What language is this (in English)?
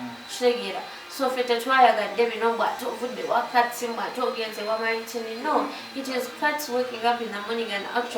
Ganda